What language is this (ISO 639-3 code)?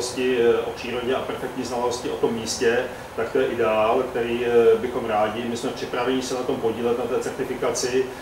ces